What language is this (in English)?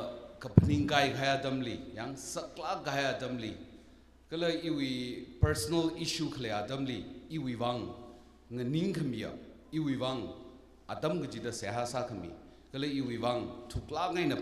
Tangkhul Naga (India)